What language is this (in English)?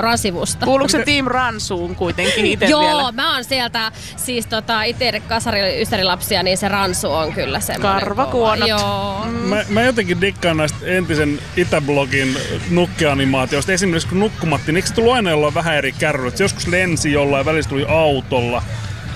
Finnish